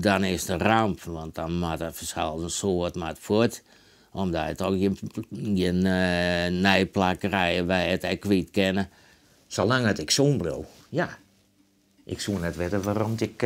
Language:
Western Frisian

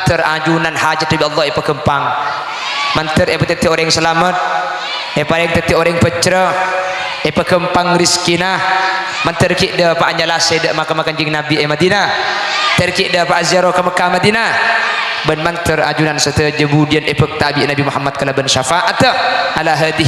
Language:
Madurese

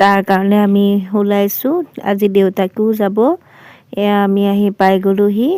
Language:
Assamese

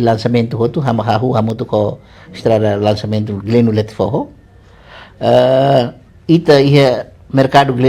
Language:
Tetum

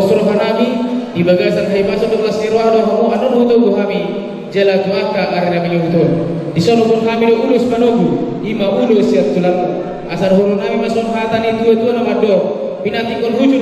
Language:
Batak Toba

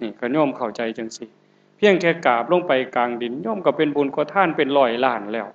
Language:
Northeastern Thai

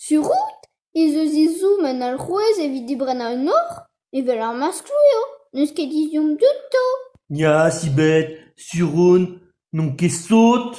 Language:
Breton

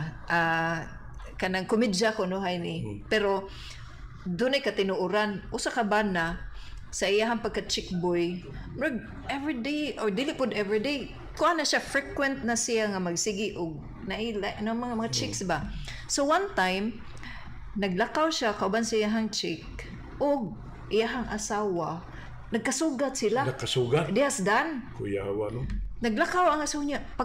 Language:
Cebuano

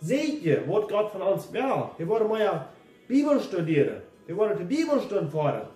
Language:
Plautdietsch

